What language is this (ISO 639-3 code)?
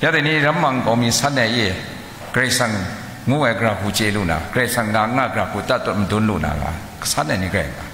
kac